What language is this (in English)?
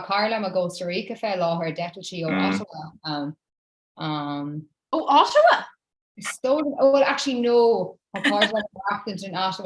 Irish